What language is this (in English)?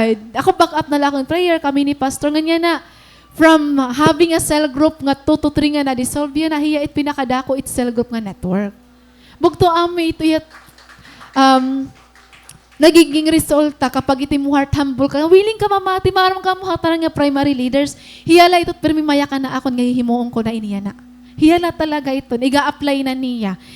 Waray